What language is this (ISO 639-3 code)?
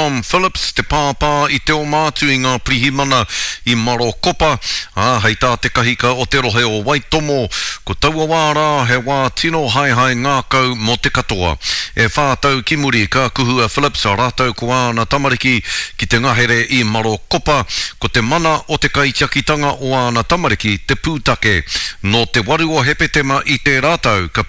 mri